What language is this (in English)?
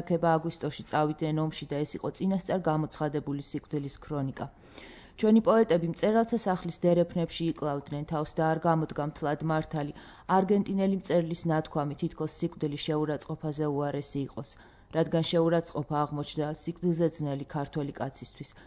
Georgian